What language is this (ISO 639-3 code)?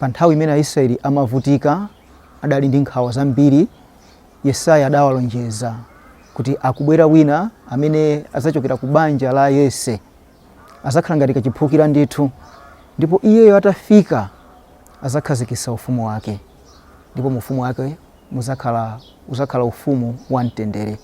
nya